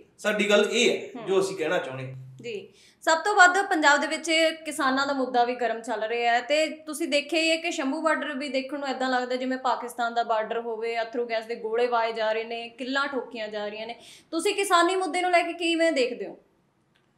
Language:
Punjabi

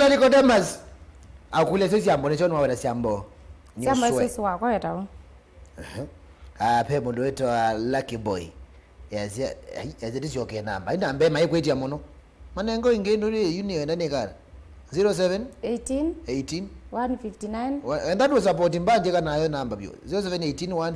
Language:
Kamba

